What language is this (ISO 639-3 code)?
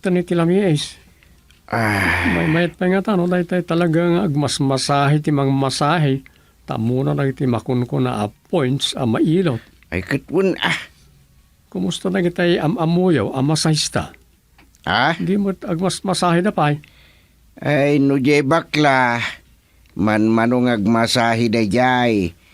ilo